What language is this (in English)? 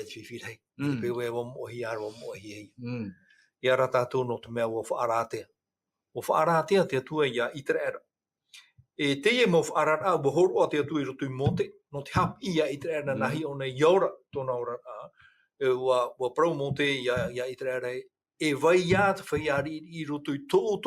Tahitian